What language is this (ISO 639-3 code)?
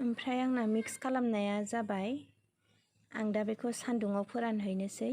brx